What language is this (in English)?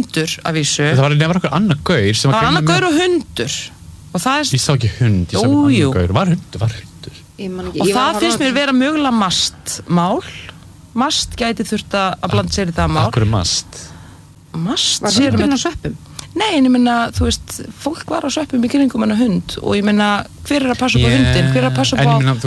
Icelandic